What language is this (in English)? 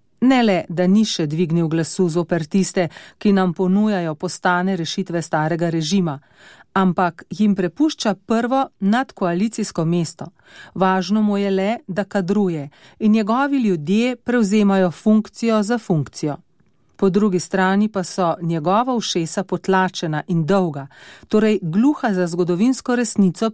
Slovenian